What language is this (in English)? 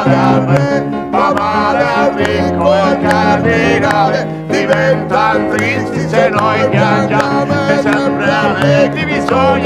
Italian